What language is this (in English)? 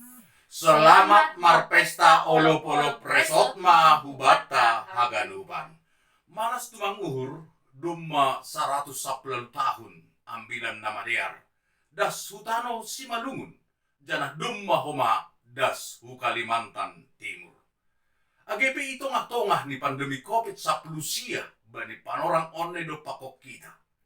Batak Simalungun